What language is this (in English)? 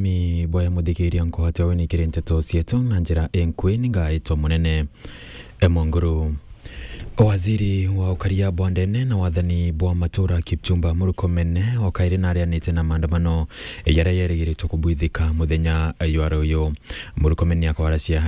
Meru